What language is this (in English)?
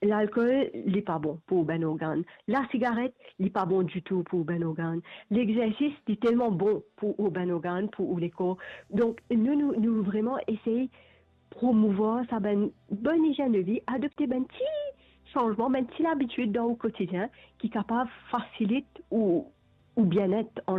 Morisyen